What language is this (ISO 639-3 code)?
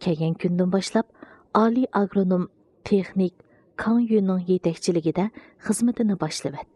uig